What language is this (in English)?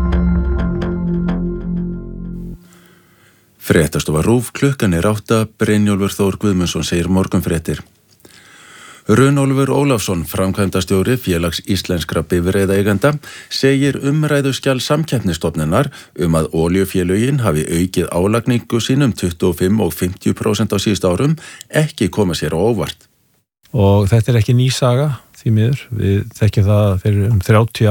Icelandic